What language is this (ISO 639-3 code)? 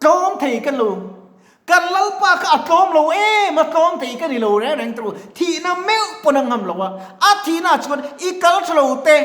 lus